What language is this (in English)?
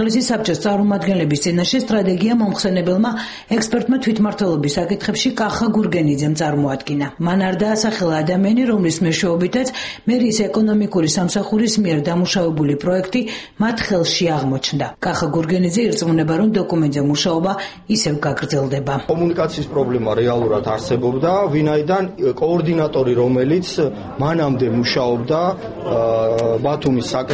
Georgian